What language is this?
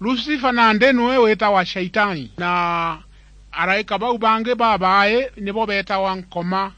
Meru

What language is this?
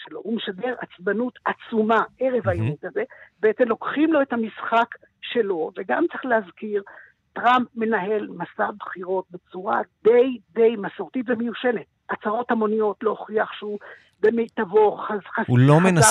Hebrew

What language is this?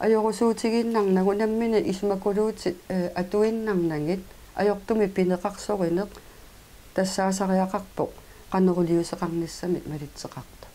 Kalaallisut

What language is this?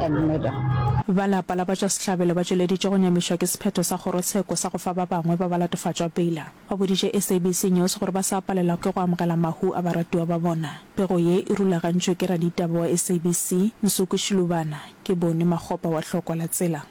Northern Sotho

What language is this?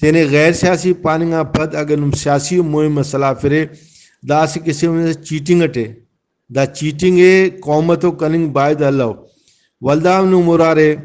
Brahui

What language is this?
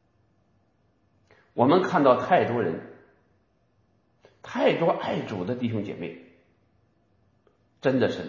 Chinese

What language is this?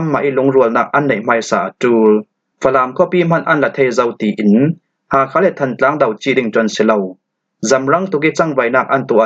Falam Chin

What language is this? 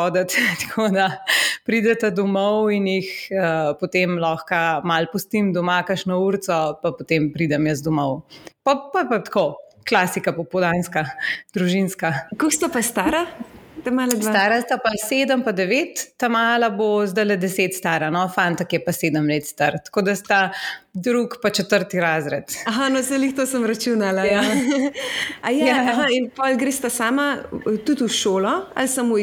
Slovenian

